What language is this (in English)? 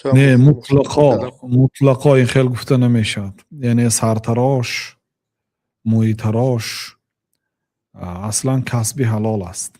Tajik